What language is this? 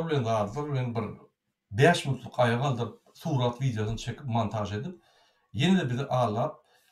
Turkmen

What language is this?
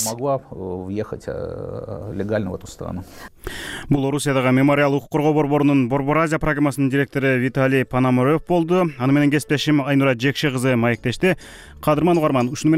Kyrgyz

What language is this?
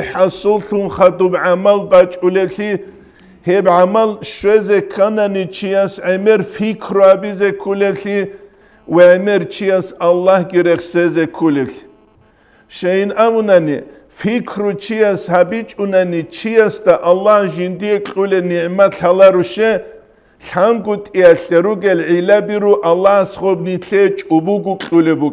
Avaric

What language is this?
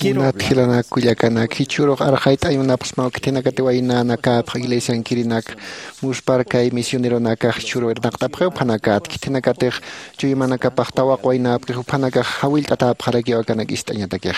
Aymara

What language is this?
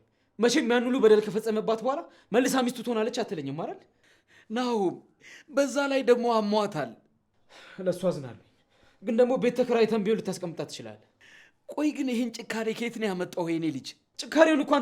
Amharic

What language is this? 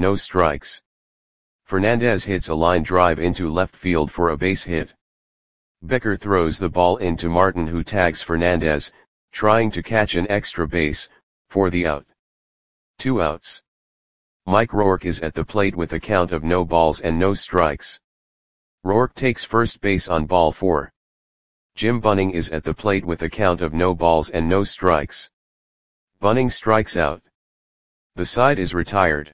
English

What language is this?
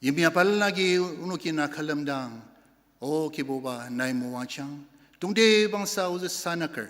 Ao Naga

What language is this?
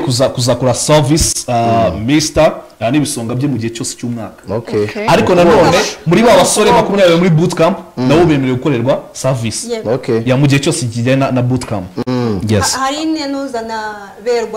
Kinyarwanda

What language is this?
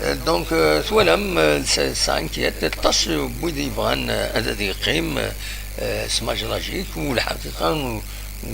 Kabyle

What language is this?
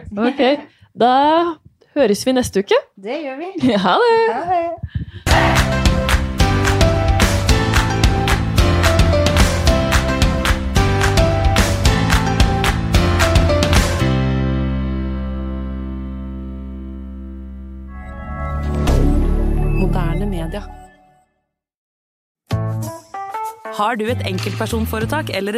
Norwegian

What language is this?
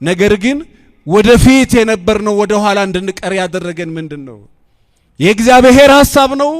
Amharic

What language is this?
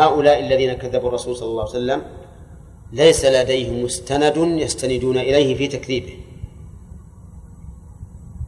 Arabic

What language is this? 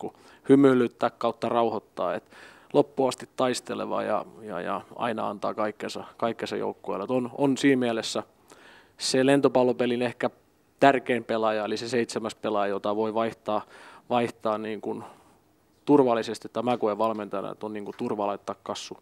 Finnish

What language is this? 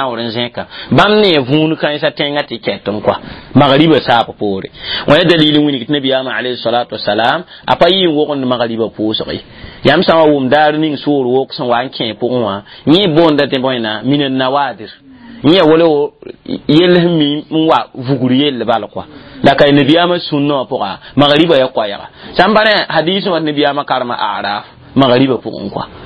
Mossi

